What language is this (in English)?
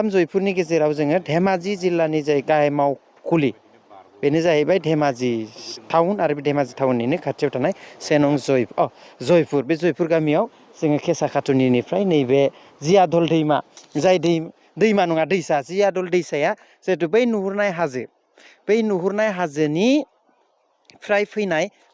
Bodo